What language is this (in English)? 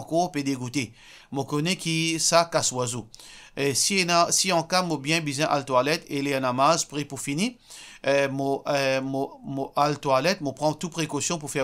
Morisyen